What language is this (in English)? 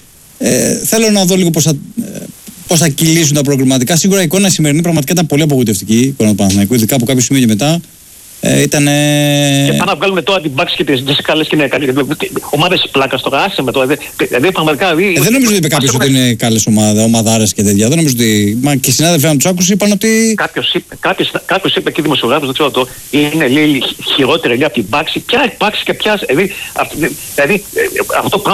Greek